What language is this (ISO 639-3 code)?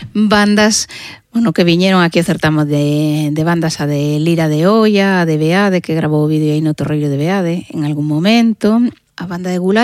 glg